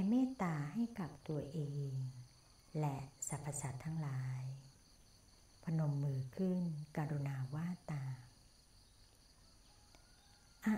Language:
Thai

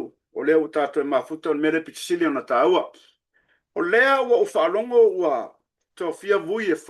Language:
Samoan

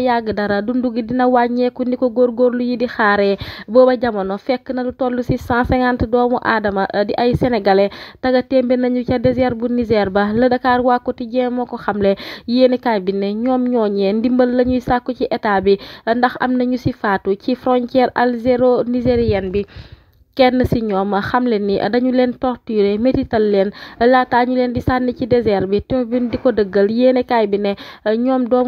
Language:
Wolof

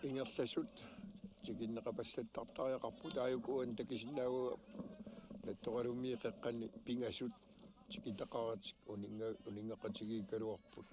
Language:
Kalaallisut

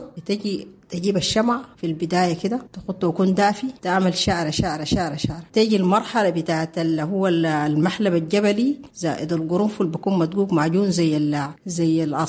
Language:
Sudanese Arabic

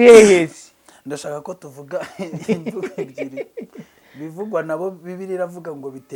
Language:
Kinyarwanda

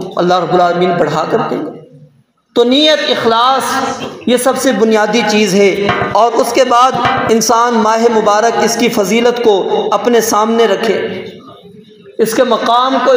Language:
Urdu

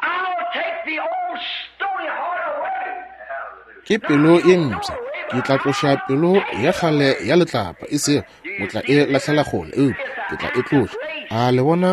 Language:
Northern Sotho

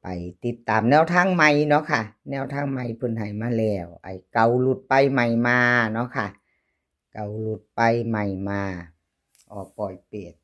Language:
Northeastern Thai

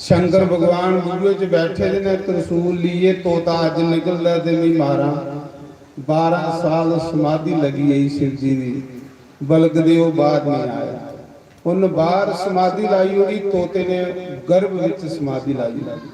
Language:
Dogri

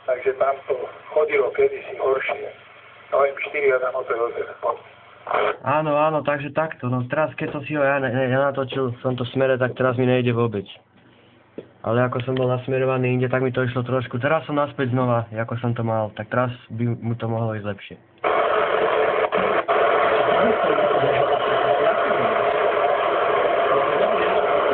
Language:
Slovak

